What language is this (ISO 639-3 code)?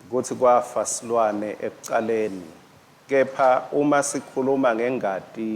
ssw